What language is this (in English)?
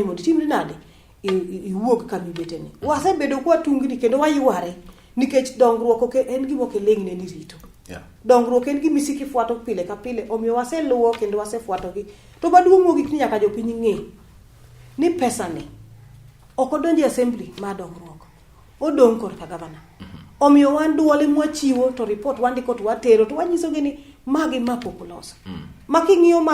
Luo (Kenya and Tanzania)